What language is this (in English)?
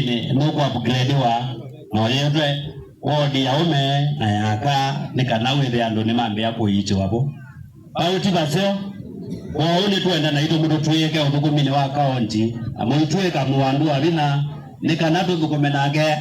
Kamba